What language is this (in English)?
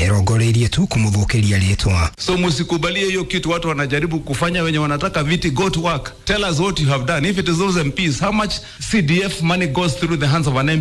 Kikuyu